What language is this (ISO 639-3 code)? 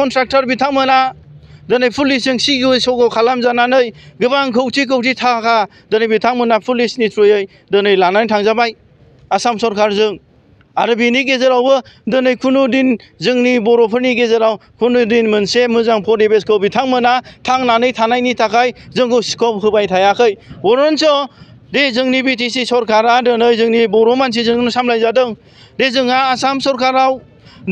brx